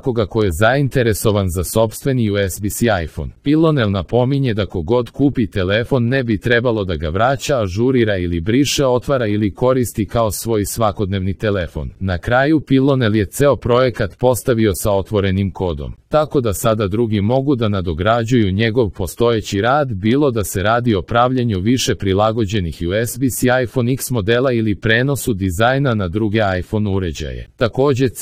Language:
Serbian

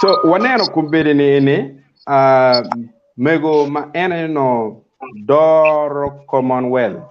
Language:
Acoli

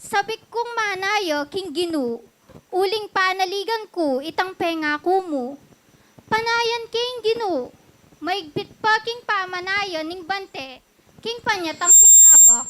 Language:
Pampanga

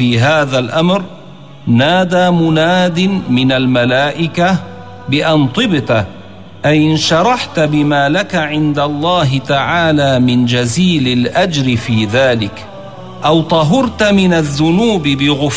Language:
Arabic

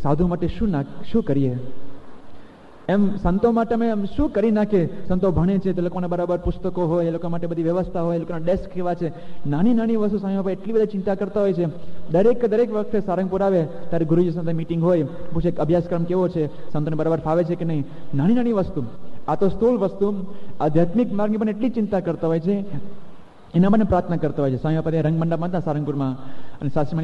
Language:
Gujarati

